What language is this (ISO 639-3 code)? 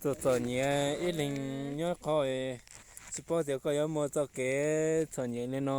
hmn